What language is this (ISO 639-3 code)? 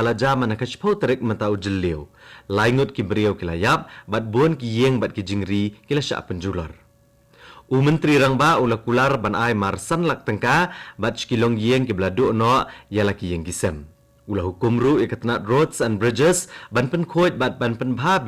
kha